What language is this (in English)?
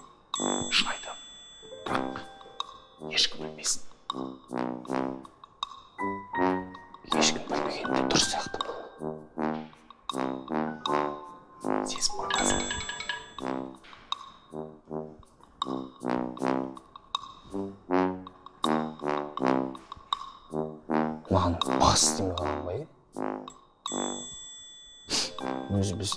Kazakh